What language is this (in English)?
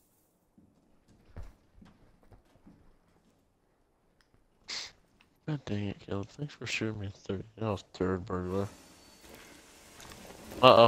English